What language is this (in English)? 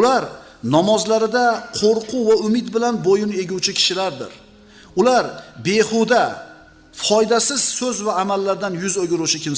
Uzbek